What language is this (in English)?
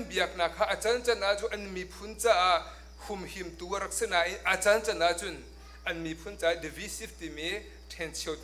Hakha Chin